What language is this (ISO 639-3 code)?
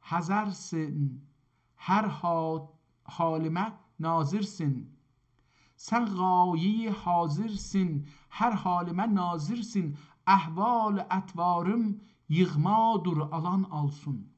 azb